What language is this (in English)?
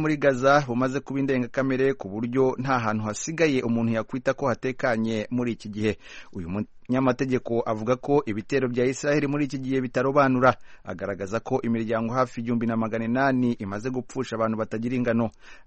Kinyarwanda